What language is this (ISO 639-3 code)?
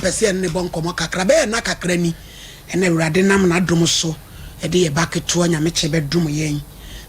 aka